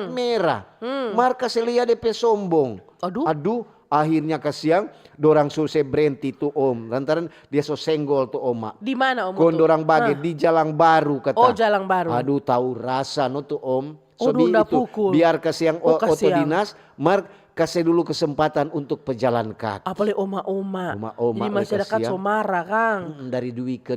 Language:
Manado Malay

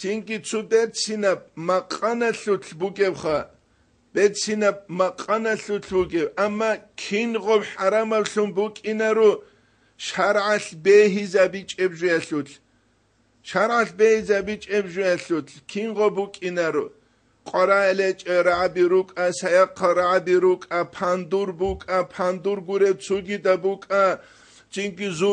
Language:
Avaric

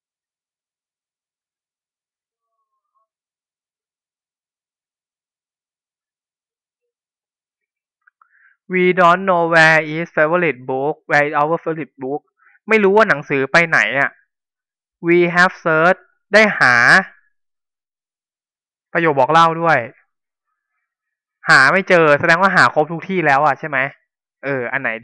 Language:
Thai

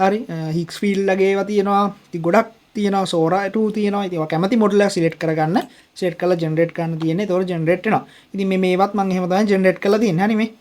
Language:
Sinhala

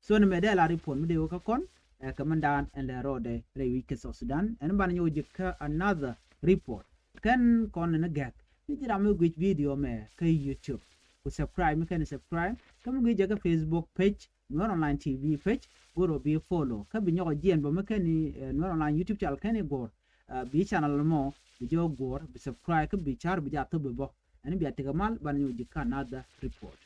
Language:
Nuer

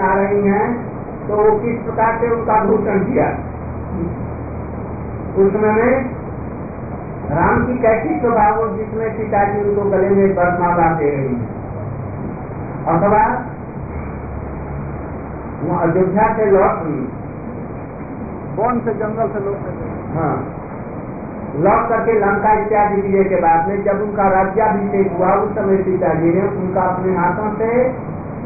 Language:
Hindi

